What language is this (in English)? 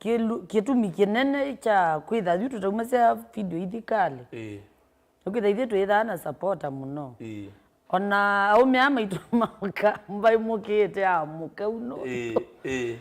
Kamba